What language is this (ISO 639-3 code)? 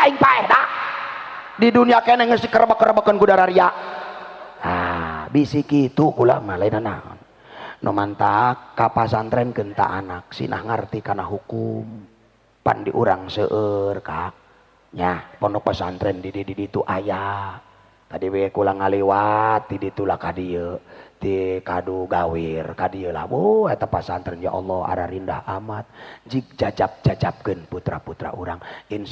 sun